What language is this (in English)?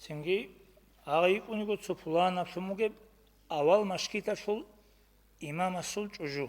Avaric